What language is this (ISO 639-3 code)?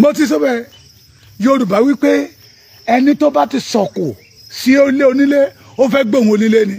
yor